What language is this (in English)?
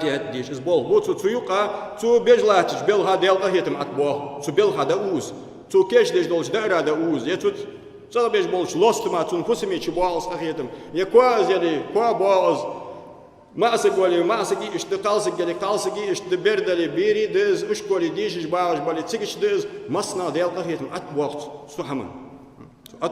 Ingush